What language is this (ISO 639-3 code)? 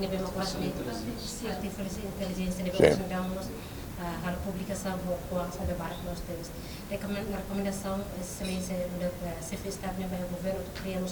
tet